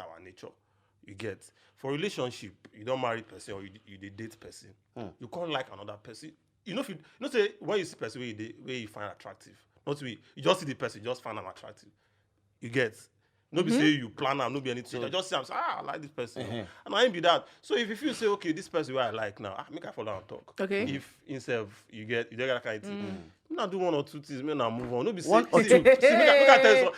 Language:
Nigerian Pidgin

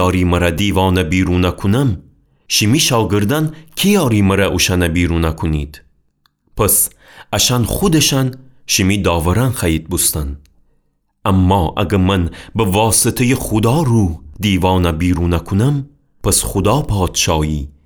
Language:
Gilaki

